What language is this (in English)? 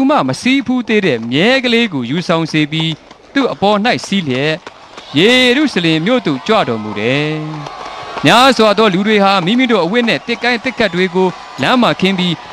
Burmese